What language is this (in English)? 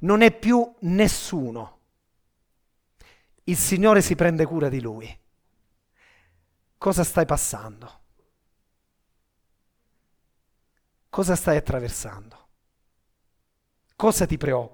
Italian